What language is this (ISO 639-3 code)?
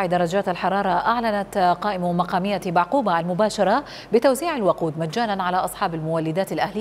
acm